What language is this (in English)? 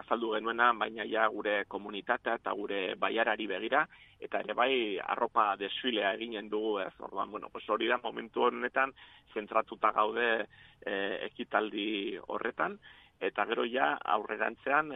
Basque